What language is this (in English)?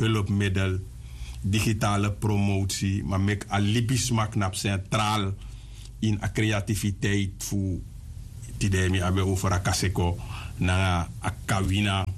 Sranan Tongo